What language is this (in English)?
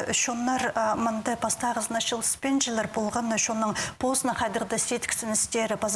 Khakas